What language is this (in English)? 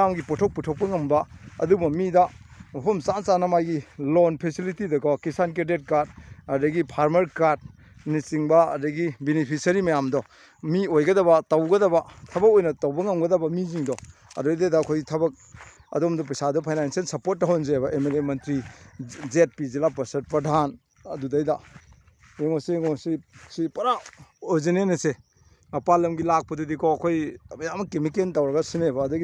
Manipuri